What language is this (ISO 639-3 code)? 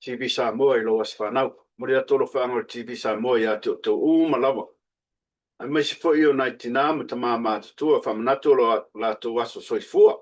smo